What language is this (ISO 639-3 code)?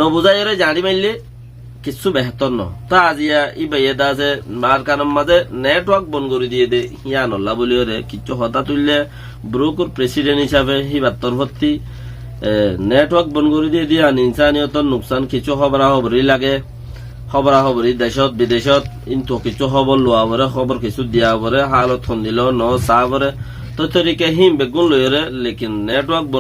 rhg